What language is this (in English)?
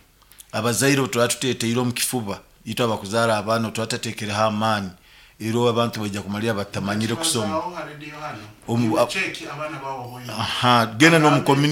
Nyoro